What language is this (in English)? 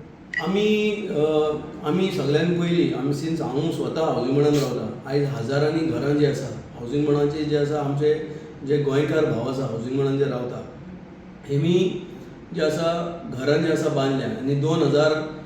Konkani